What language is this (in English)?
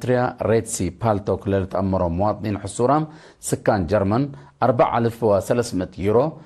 Tigre